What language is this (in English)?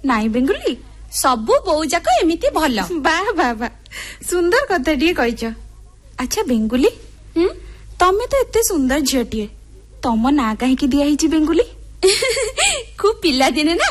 Odia